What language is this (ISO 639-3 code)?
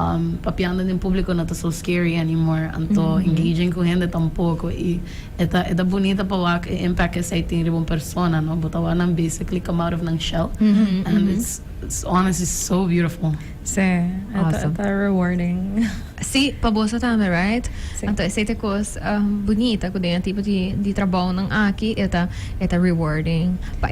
pap